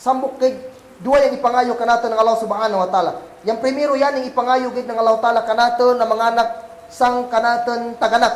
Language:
Kagan Kalagan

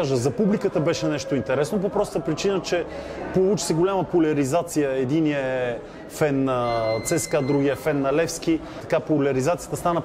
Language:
Bulgarian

